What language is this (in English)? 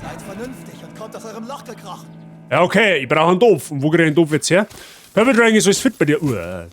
Bavarian